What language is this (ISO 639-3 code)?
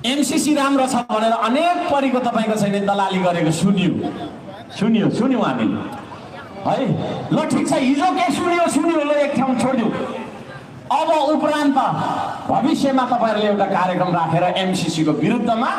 nep